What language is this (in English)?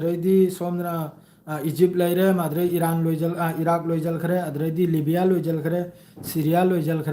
Manipuri